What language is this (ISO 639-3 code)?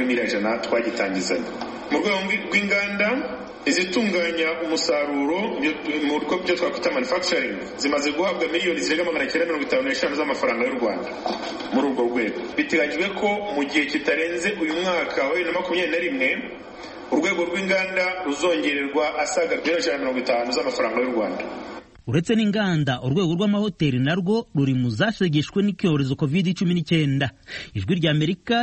kin